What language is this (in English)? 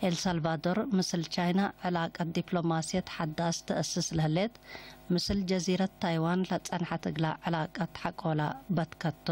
Tigre